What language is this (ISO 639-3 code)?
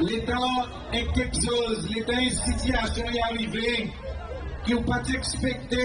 crs